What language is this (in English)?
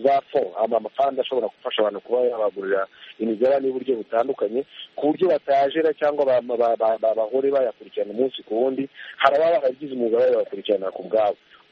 Kinyarwanda